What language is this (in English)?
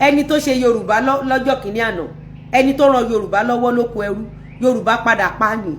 Yoruba